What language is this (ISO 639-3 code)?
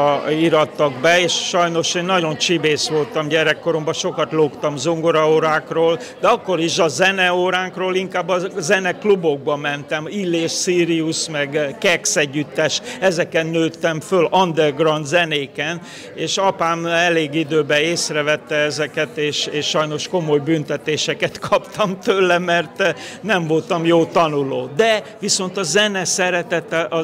hun